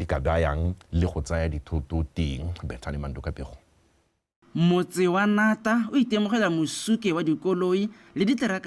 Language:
Tswana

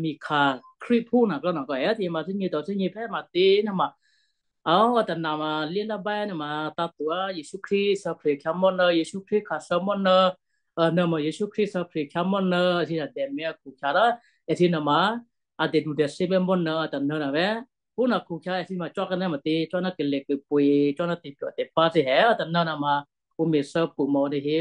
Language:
Western Kayah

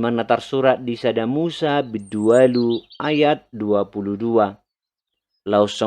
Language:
Batak Toba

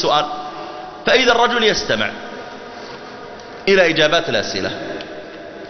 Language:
Arabic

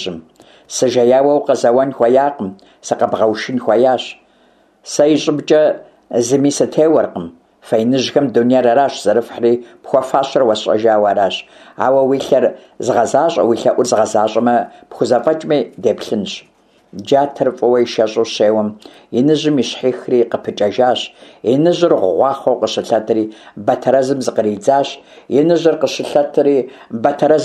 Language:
Kabardian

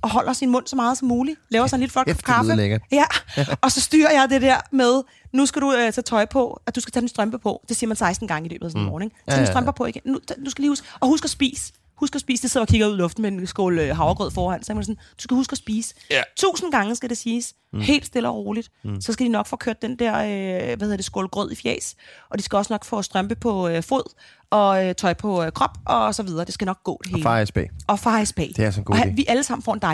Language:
Danish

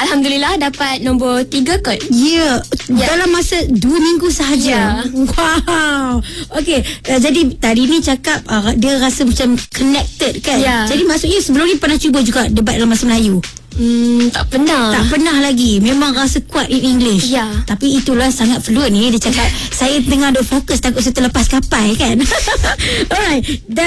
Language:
Malay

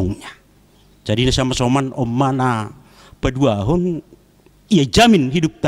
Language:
Batak Simalungun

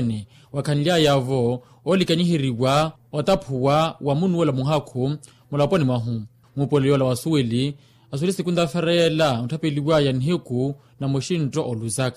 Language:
Makhuwa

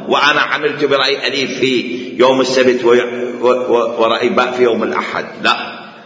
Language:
Mesopotamian Arabic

